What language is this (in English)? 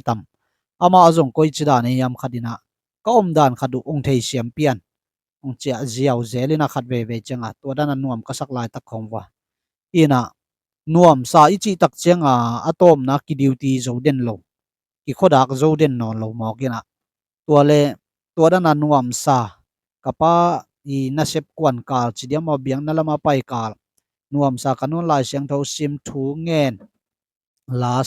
Tedim Chin